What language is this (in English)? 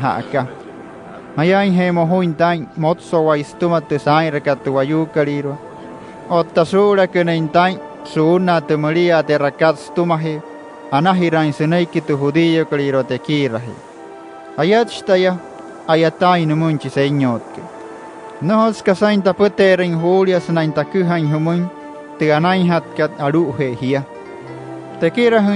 Wayuu